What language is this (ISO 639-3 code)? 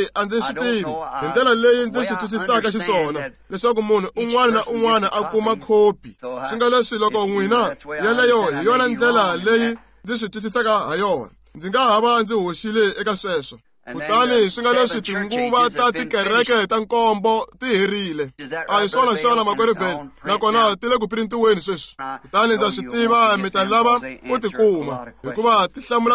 tso